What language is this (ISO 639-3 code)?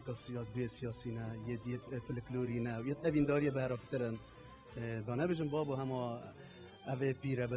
kur